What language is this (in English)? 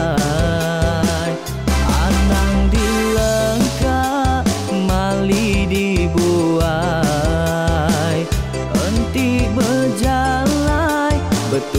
Iban